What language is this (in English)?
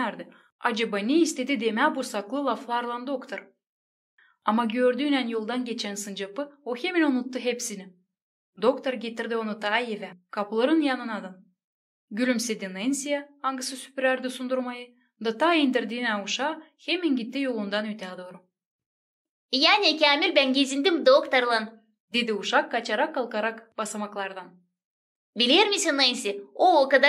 Gagauz